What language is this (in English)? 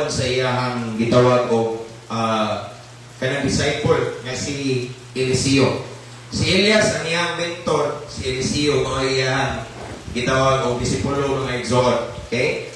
Cebuano